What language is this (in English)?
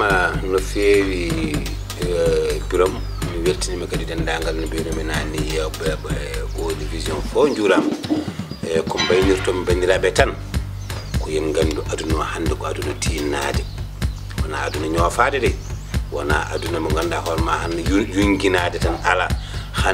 Fula